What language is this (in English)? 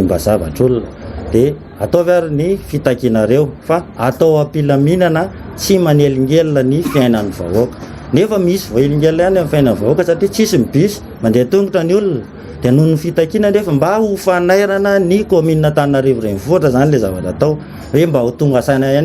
Malagasy